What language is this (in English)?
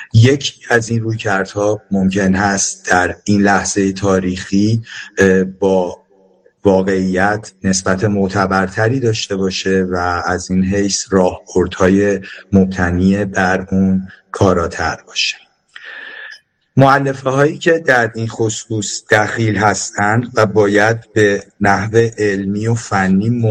Persian